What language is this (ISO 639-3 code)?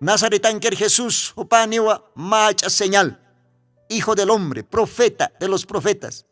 aym